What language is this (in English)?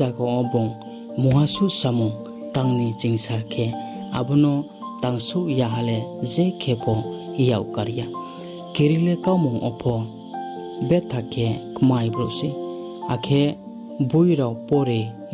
Riang (India)